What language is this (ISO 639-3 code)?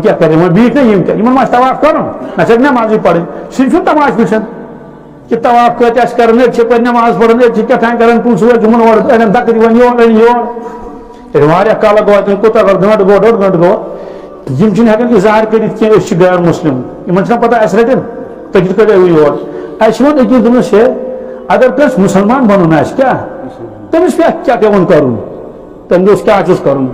kas